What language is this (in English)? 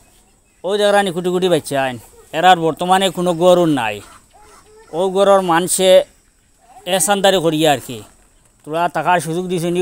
Sylheti